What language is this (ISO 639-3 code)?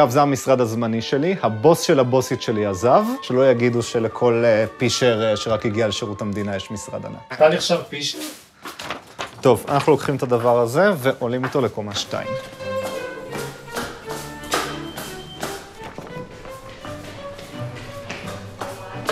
heb